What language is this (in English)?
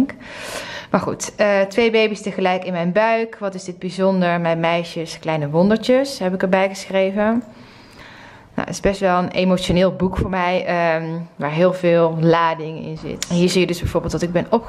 Dutch